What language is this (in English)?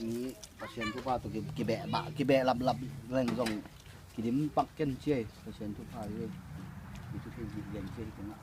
Tedim Chin